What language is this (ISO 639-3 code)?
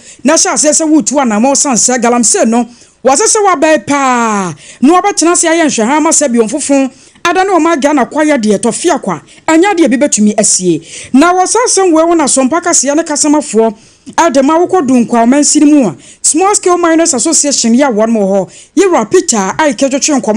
aka